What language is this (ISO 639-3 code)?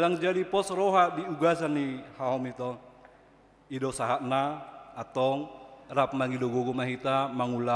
bbc